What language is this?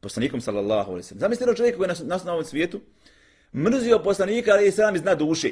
Bosnian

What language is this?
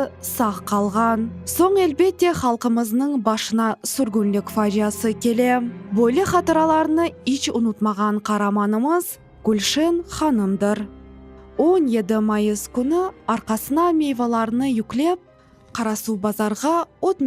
Crimean Tatar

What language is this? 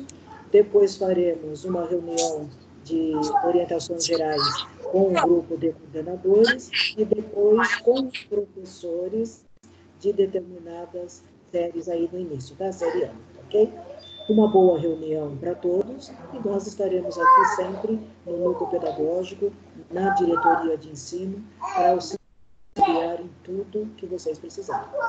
Portuguese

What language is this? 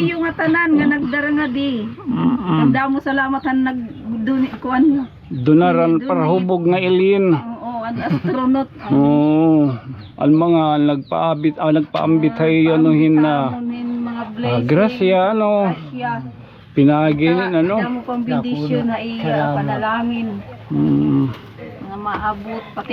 Waray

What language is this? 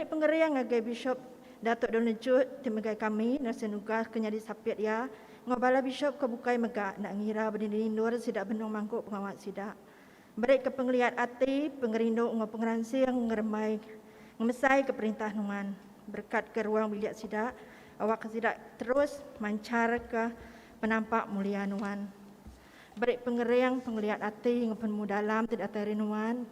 Iban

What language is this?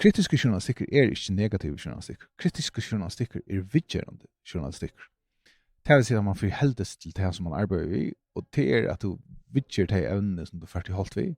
Faroese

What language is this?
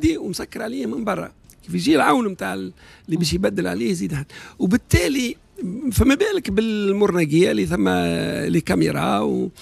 Tunisian Arabic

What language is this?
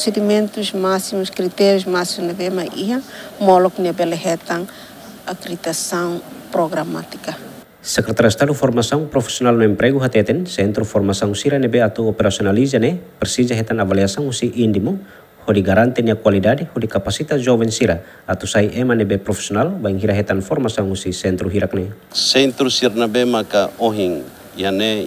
Tetum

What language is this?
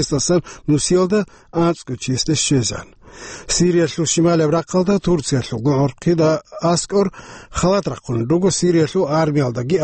Avaric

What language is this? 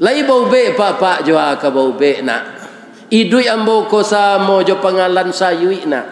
Minangkabau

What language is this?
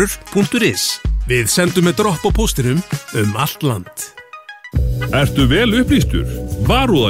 Icelandic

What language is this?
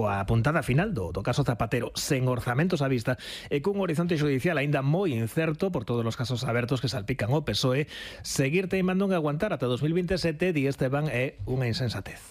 Galician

